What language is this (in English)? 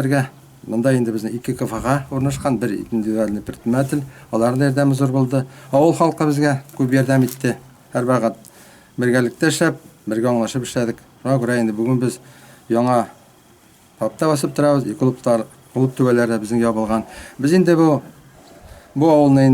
Tatar